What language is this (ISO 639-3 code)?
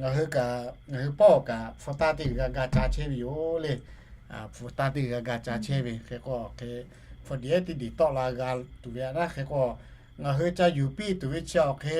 lhu